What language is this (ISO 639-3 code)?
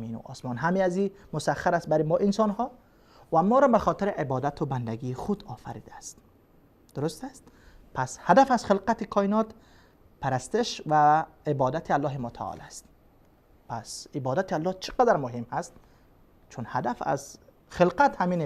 fas